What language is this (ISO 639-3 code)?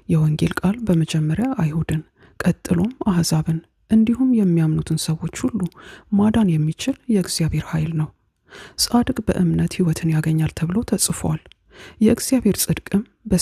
amh